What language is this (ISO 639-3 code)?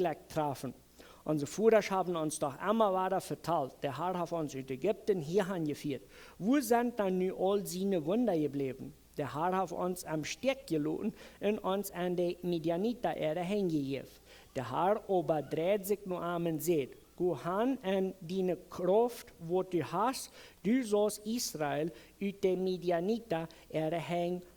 pdt